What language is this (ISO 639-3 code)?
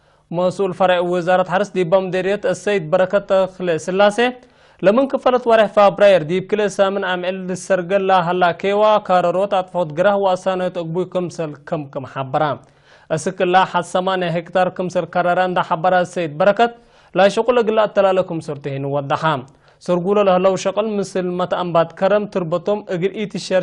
tig